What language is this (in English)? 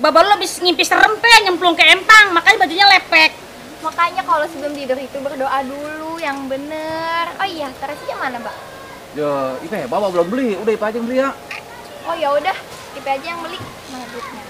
Betawi